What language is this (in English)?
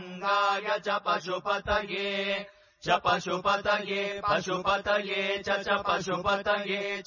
Sanskrit